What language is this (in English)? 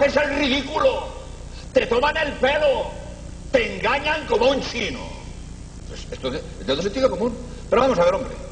Spanish